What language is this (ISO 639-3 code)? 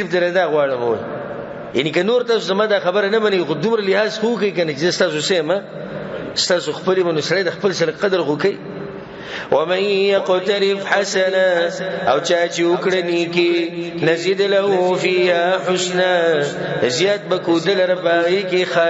pus